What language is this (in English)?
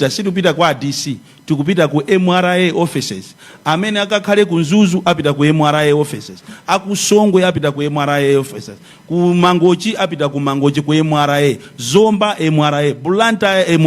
Nyanja